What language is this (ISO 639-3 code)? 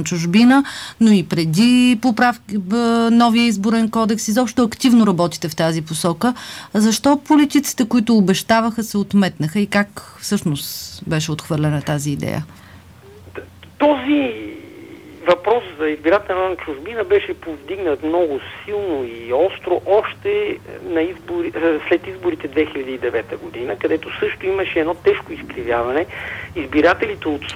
bul